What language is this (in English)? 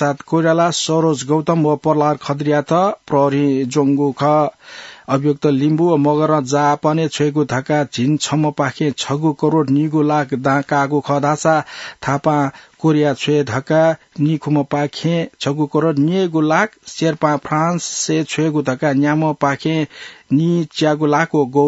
Newari